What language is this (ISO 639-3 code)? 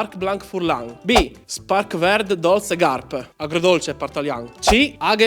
fur